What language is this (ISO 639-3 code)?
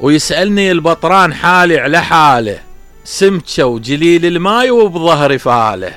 acm